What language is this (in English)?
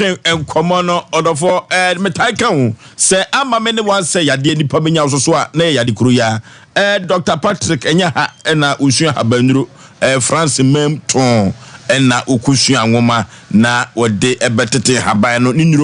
Akan